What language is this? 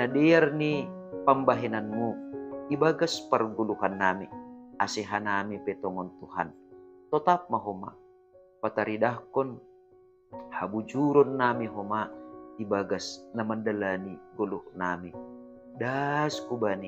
Batak Simalungun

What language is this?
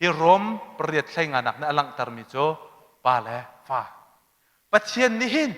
Hakha Chin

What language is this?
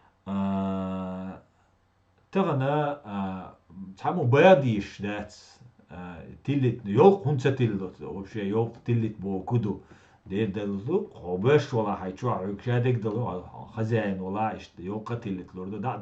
Chechen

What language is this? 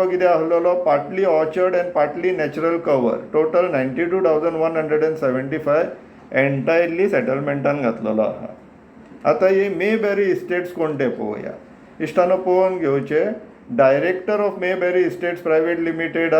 Konkani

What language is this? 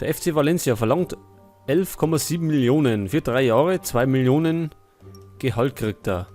Bavarian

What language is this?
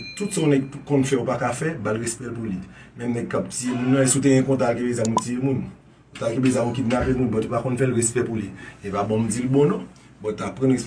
Haitian Creole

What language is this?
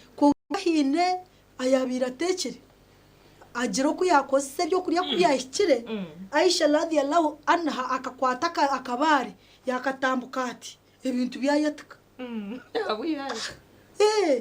Nyankole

